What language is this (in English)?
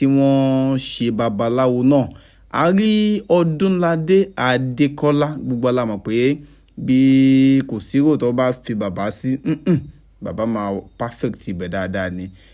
Yoruba